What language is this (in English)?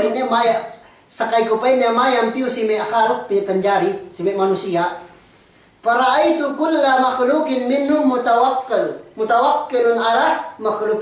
Yakan